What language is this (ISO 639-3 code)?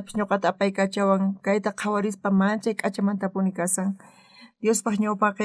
quh